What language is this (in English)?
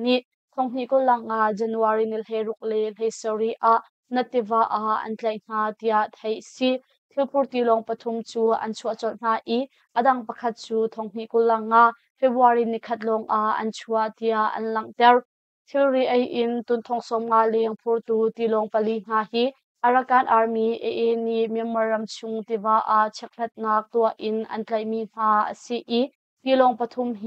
Hakha Chin